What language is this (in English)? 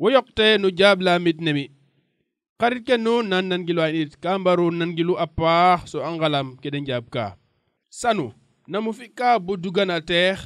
Serer